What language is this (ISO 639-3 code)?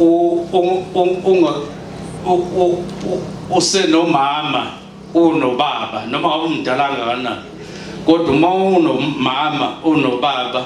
zul